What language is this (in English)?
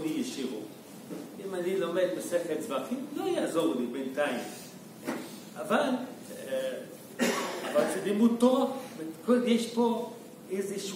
Hebrew